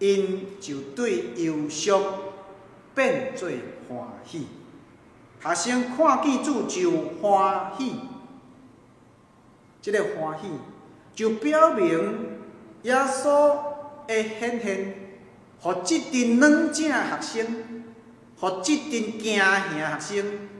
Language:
Min Nan Chinese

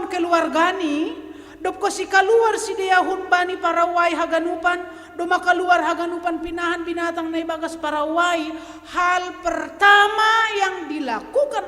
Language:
Batak Simalungun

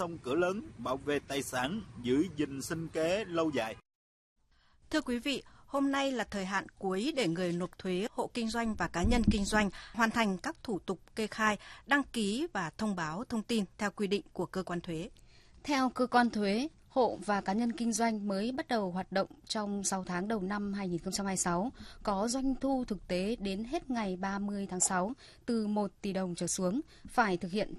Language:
Vietnamese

